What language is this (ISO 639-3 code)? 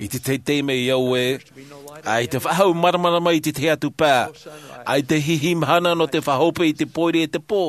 tah